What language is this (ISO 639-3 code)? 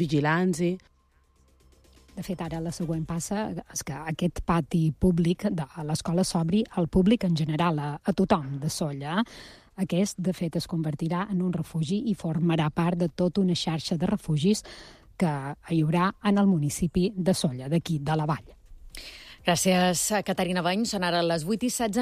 cat